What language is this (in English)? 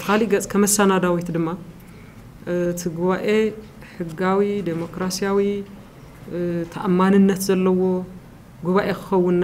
Tigrinya